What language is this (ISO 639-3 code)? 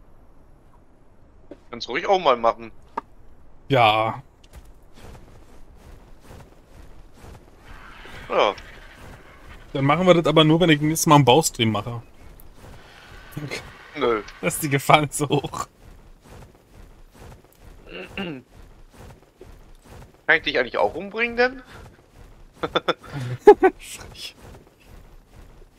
deu